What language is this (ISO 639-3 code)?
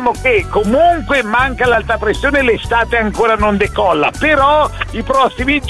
ita